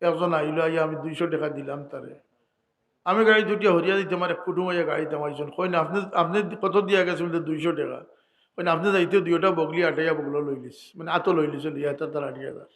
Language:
Sylheti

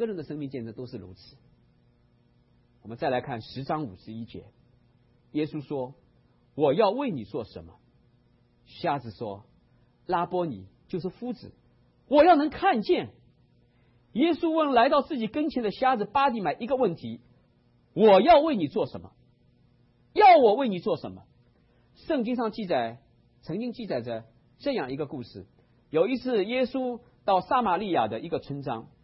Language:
Chinese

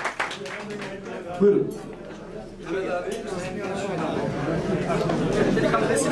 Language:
Turkish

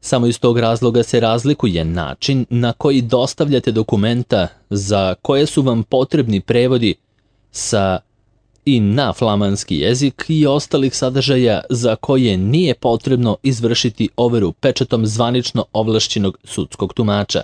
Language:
Serbian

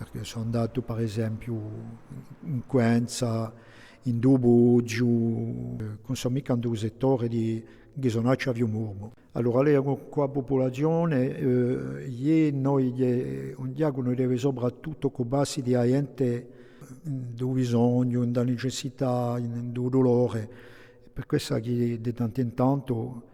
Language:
Corsican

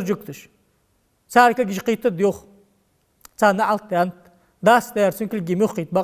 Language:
Ingush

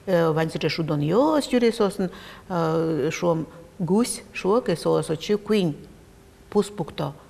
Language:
Udmurt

